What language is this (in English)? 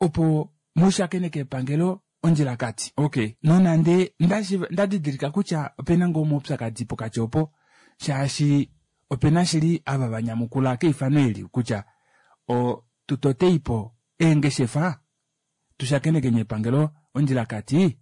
Kuanyama